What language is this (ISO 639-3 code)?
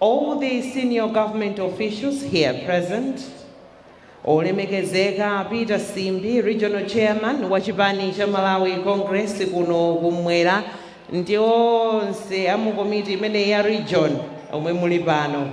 nya